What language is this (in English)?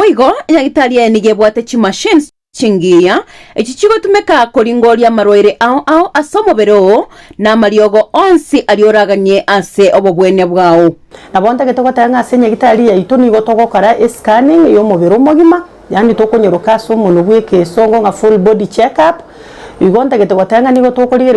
Gusii